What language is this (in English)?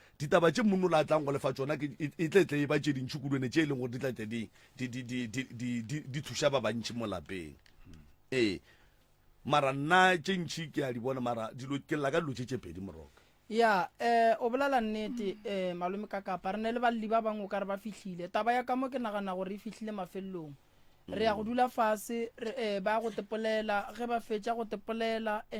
Northern Sotho